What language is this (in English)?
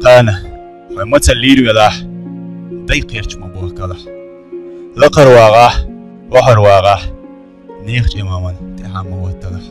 Chechen